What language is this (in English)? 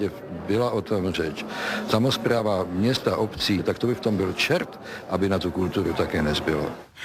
Czech